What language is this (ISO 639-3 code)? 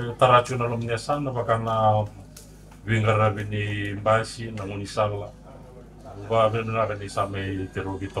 fij